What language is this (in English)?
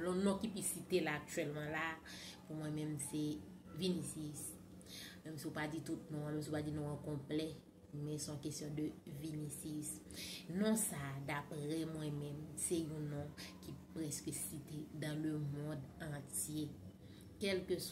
Haitian Creole